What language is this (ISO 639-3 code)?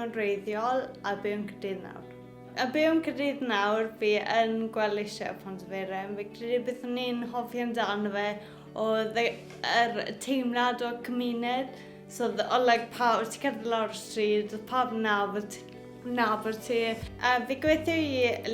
cym